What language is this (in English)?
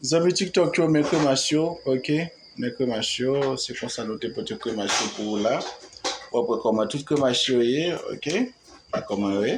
Haitian Creole